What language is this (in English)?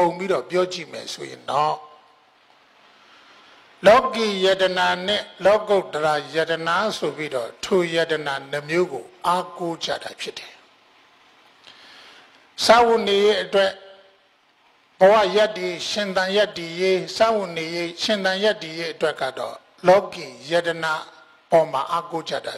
Burmese